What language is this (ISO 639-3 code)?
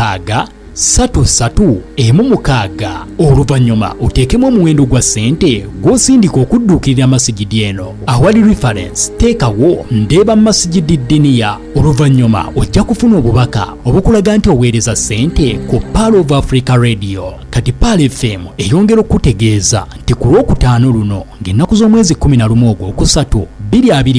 lug